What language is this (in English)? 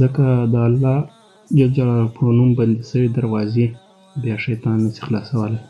Pashto